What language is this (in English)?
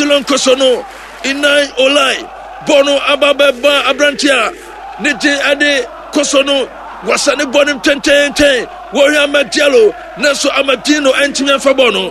Akan